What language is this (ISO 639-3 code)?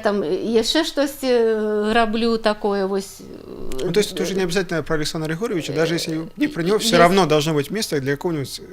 bel